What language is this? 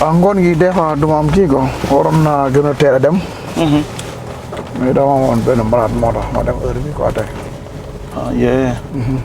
Wolof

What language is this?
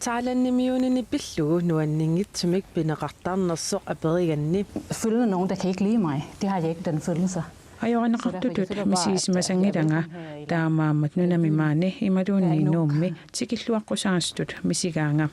Kalaallisut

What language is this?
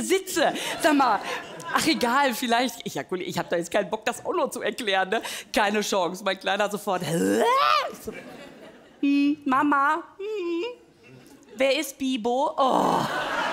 German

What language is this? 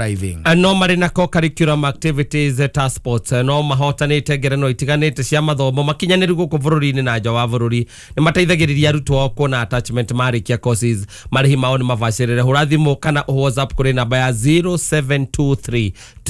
Kikuyu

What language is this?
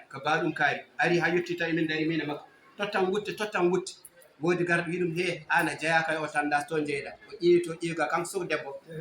Fula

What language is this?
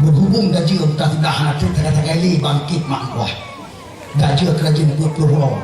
Achinese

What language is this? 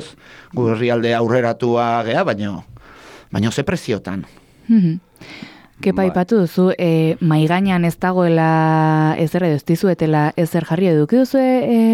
Basque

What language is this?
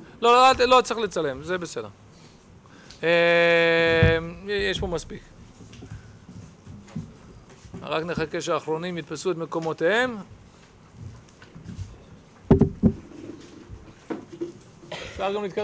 Hebrew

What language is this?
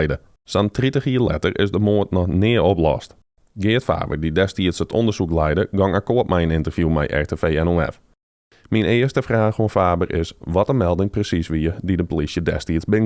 Western Frisian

